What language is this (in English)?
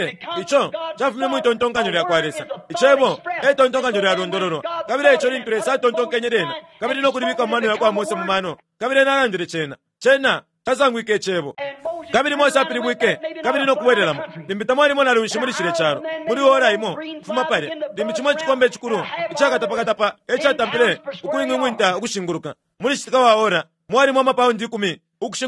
Bemba